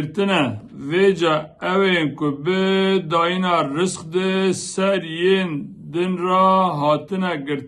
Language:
Kurdish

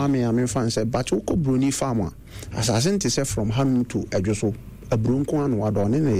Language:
Akan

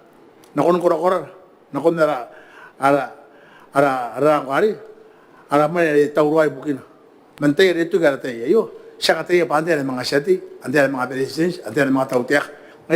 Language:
Gilbertese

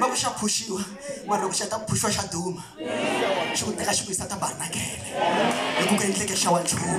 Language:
Tsonga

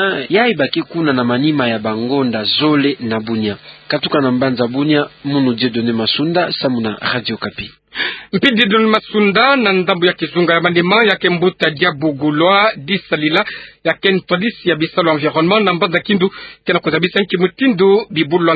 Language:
Kituba (Democratic Republic of Congo)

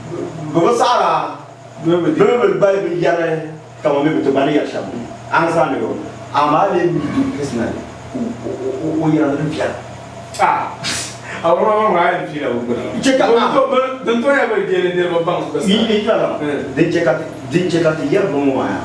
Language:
Dagbani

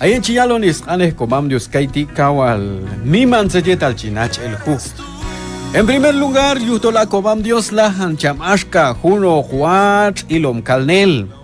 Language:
Q'anjob'al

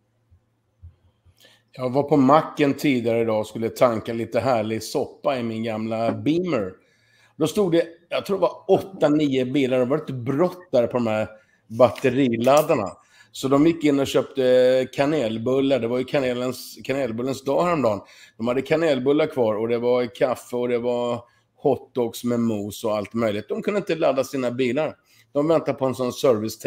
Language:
Swedish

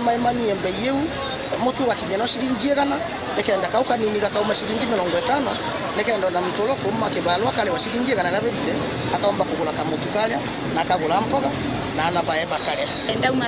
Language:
Meru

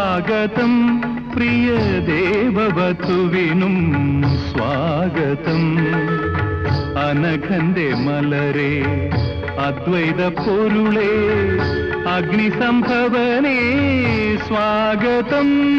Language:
Malayalam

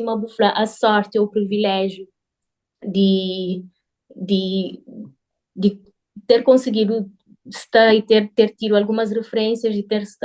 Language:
Kabuverdianu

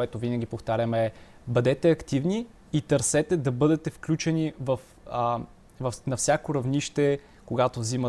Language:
Bulgarian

